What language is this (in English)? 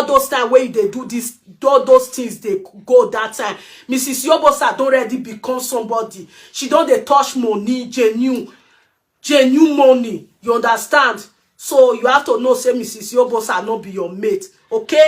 Nigerian Pidgin